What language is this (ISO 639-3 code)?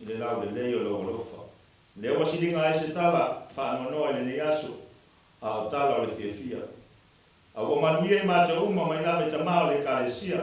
smo